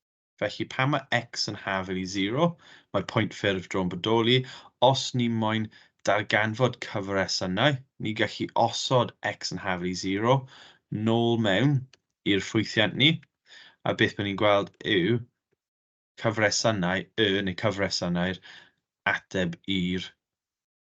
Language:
Welsh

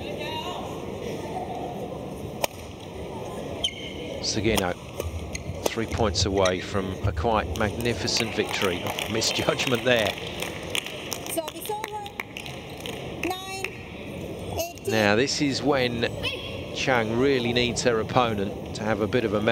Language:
English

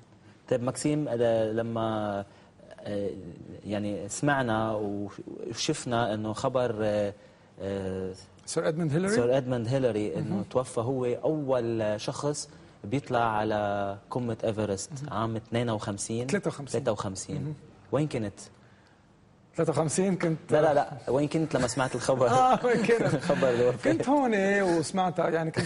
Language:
North Levantine Arabic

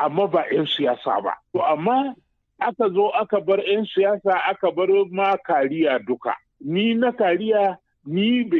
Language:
Hausa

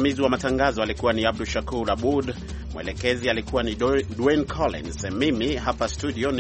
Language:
Swahili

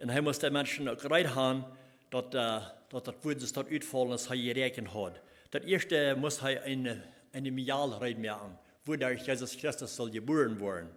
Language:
Plautdietsch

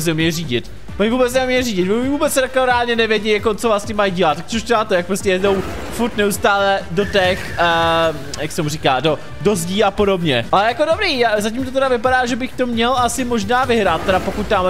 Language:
Czech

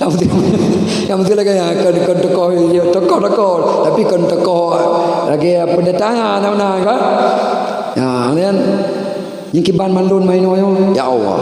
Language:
Achinese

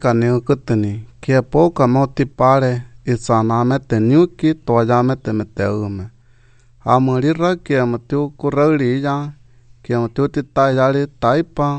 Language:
Albanian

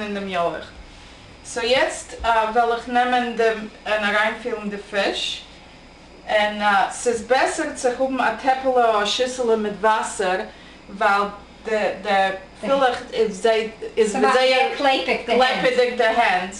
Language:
Yiddish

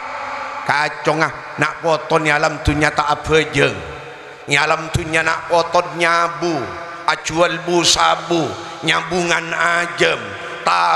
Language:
Madurese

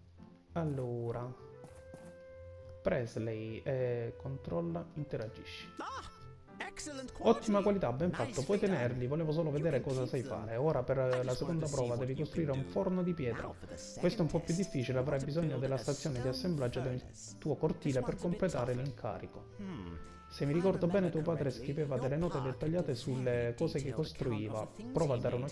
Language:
Italian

